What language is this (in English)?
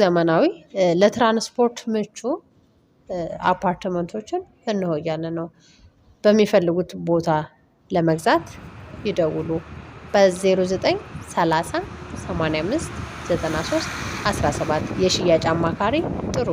Amharic